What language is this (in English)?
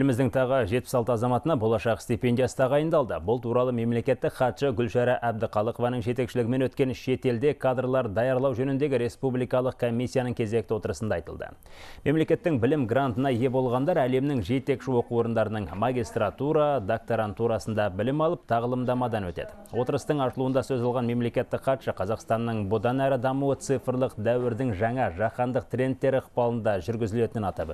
Kazakh